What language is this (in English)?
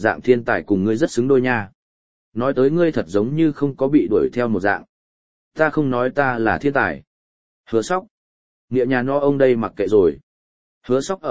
Vietnamese